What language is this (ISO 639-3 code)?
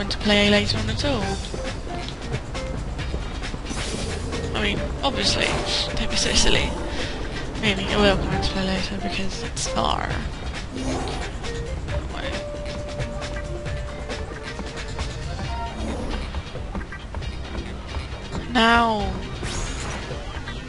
eng